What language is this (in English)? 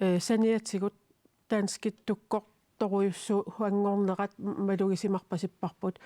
Kalaallisut